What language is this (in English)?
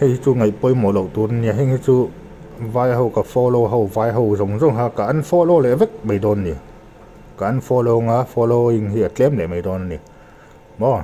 Mizo